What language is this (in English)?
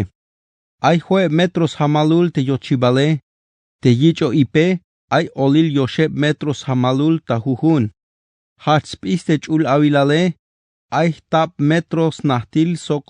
Tzeltal